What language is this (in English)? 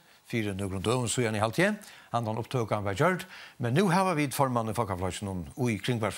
Faroese